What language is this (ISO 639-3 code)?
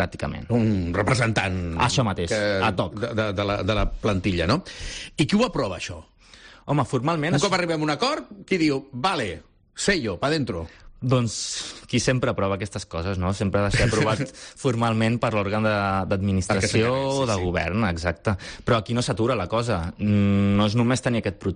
cat